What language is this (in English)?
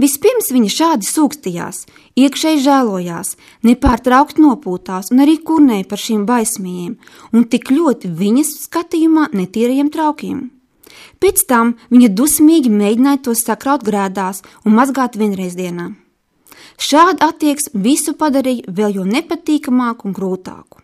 Latvian